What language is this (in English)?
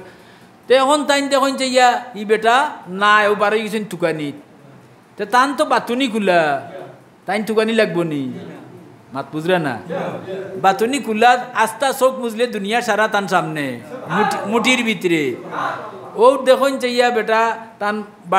Sylheti